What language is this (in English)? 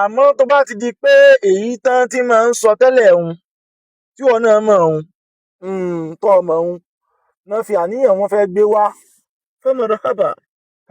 Yoruba